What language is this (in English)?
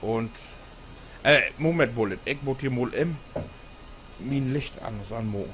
Low German